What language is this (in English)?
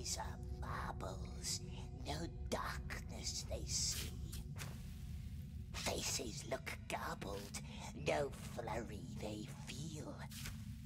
Portuguese